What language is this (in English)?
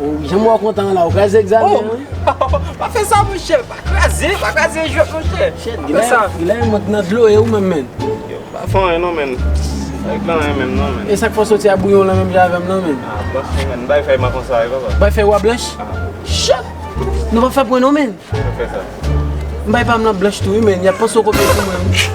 Haitian Creole